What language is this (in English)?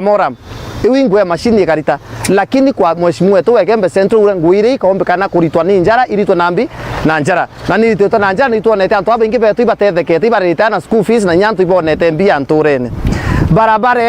Meru